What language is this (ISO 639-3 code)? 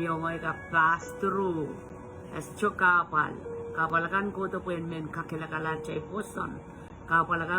pon